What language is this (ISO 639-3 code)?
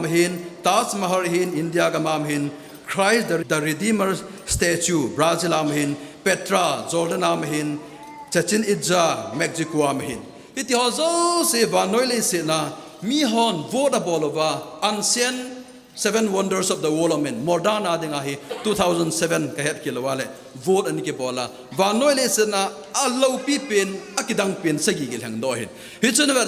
tcz